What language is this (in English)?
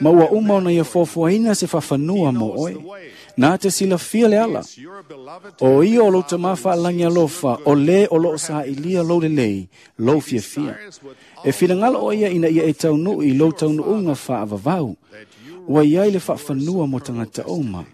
Samoan